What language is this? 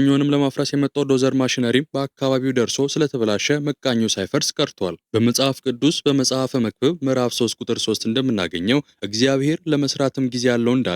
Amharic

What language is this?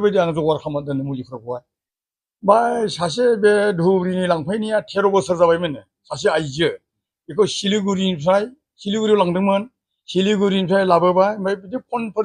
Bodo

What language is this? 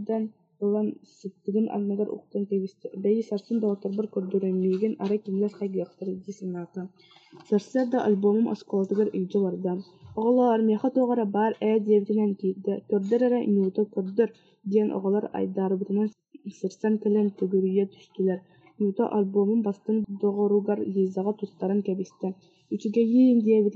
Yakut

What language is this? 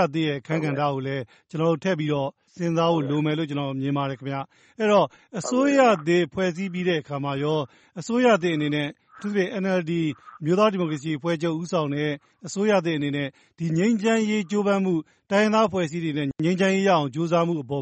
Burmese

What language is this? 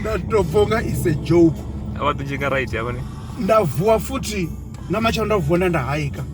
Venda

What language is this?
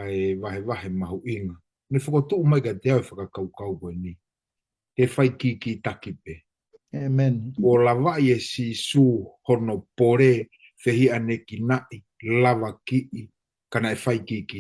Tongan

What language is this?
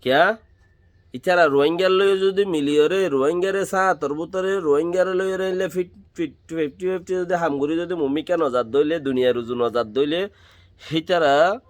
Rohingya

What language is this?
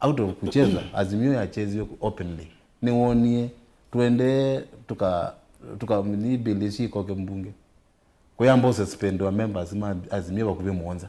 Kamba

